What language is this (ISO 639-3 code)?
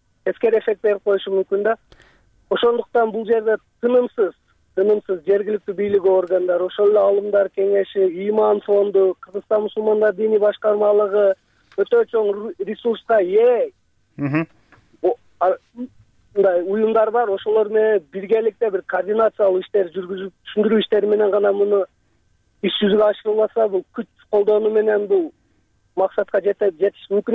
kir